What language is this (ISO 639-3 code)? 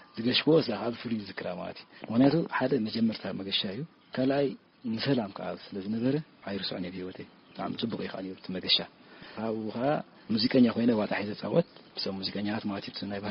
tir